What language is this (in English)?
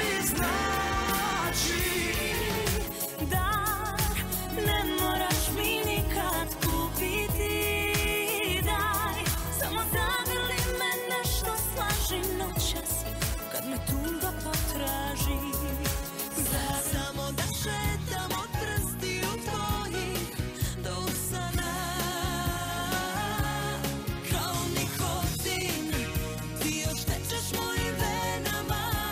Bosnian